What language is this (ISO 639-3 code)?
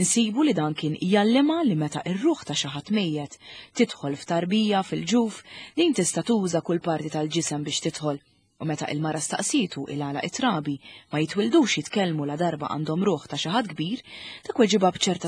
mlt